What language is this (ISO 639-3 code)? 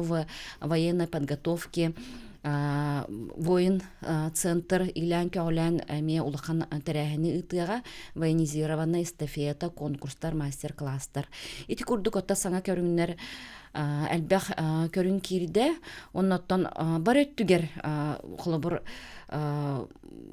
sah